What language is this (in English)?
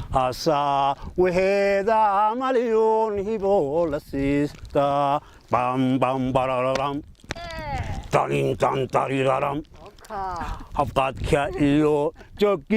Somali